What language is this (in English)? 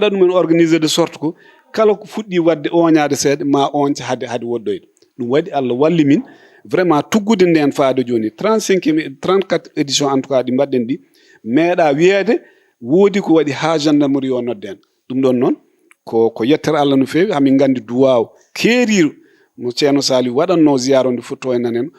Fula